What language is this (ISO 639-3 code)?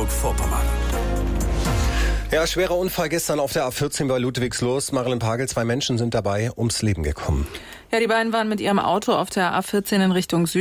deu